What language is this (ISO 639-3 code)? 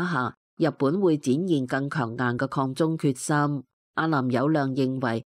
yue